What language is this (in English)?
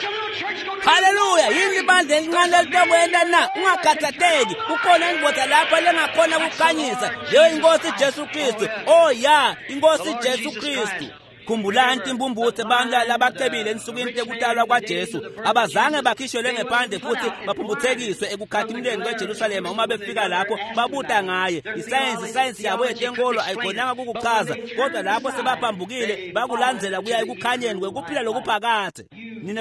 Swati